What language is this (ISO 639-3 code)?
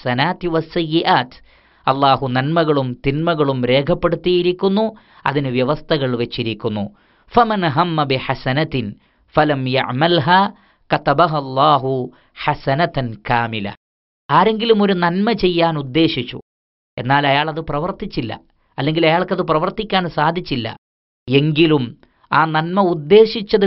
mal